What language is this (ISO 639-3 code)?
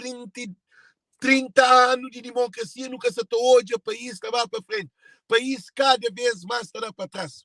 kea